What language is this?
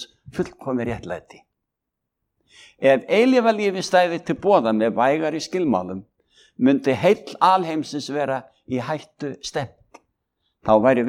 Icelandic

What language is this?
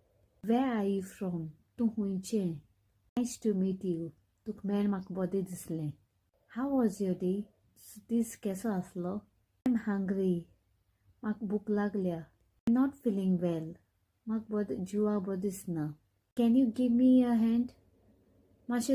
Konkani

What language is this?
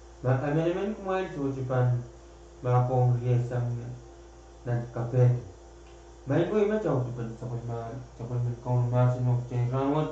Pohnpeian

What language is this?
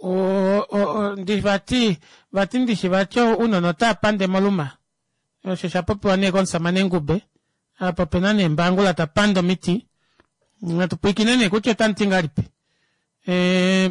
Kuanyama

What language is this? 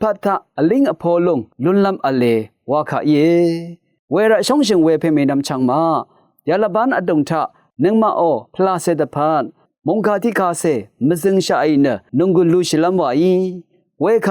Rawang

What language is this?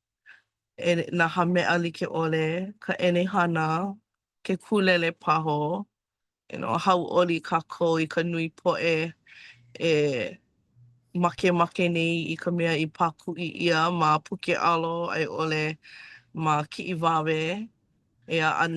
Hawaiian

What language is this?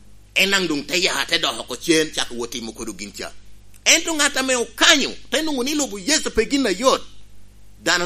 Lango (Uganda)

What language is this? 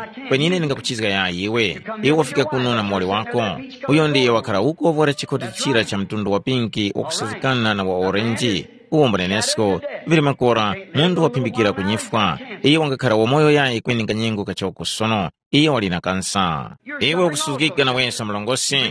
Tumbuka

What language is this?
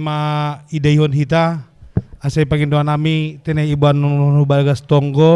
Batak Simalungun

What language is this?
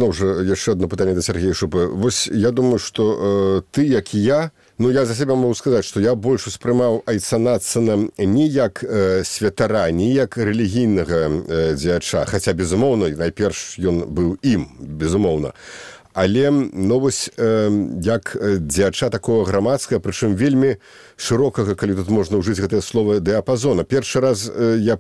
Belarusian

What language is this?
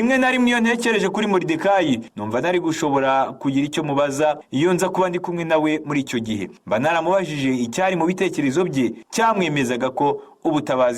Kinyarwanda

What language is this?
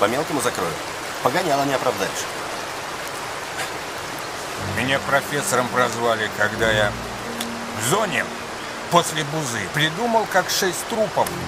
Russian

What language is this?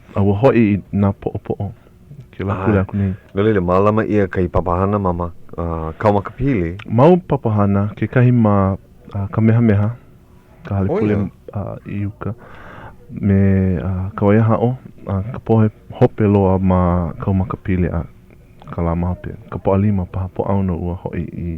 Hawaiian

